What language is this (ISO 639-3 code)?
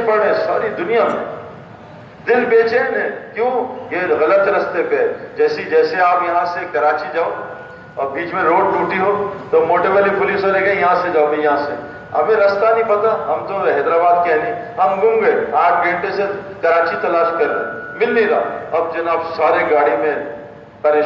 urd